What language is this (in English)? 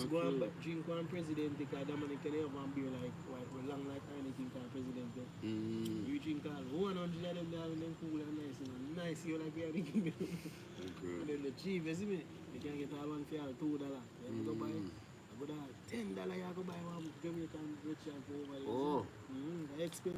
Jamaican Creole English